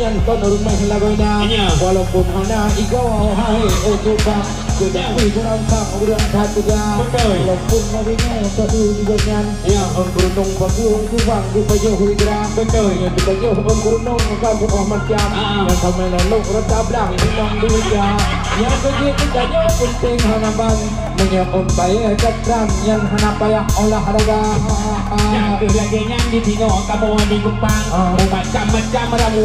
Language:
Achinese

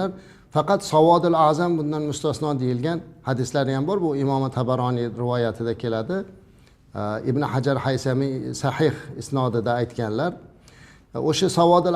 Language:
Uzbek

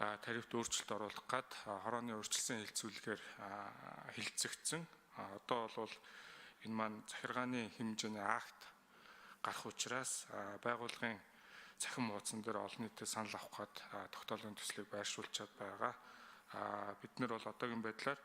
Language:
Mongolian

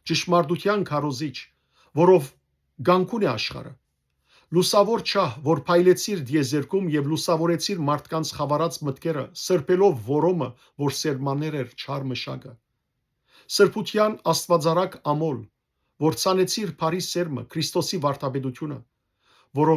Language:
Western Armenian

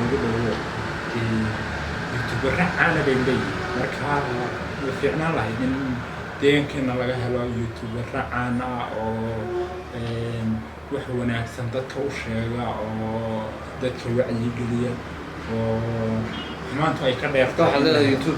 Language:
Somali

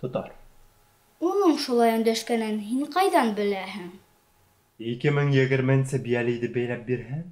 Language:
Bashkir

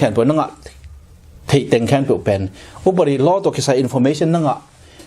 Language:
Tedim Chin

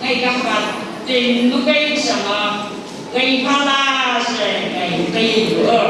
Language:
Phom Naga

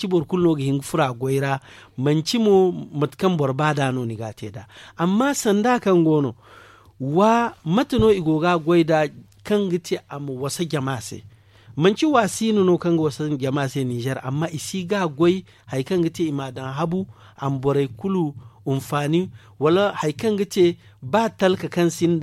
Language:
Zarma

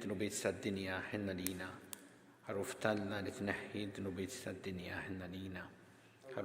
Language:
Maltese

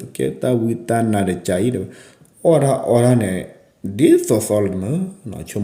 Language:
S'gaw Karen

